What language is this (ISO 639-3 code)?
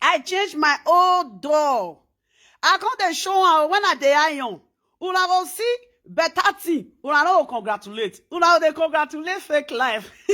pcm